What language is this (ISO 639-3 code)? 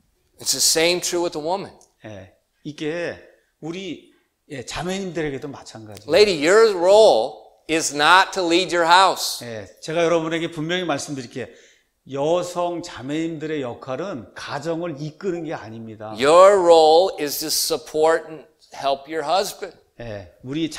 kor